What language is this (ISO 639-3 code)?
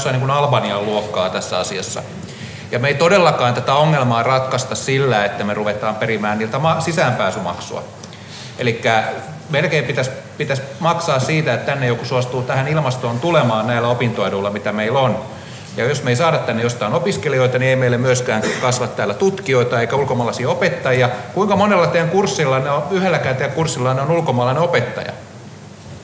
fin